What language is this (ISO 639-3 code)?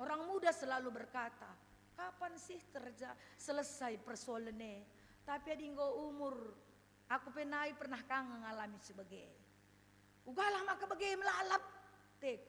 btx